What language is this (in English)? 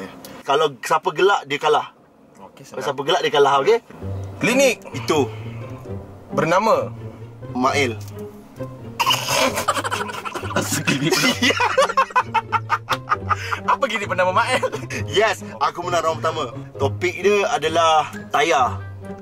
Malay